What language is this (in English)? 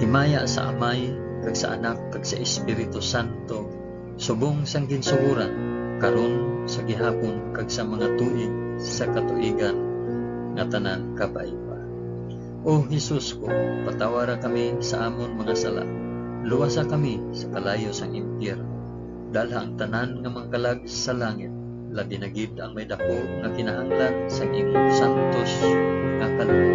Hiligaynon